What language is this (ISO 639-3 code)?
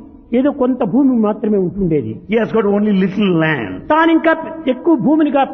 tel